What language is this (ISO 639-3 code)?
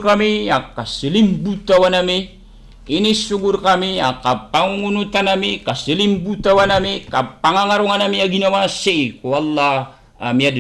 mrw